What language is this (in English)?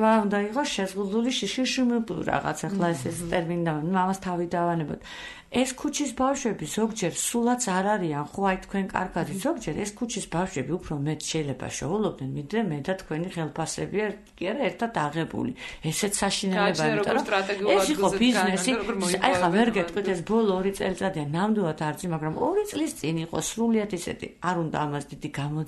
Georgian